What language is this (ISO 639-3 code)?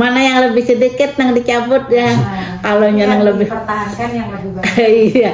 bjn